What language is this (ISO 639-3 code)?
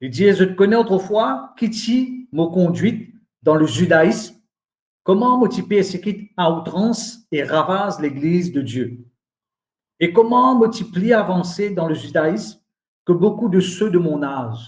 mfe